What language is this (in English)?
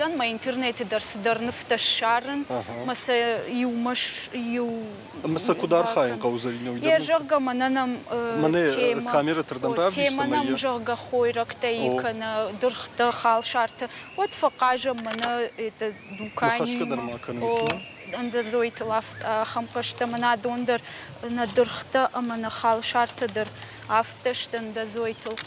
Ossetic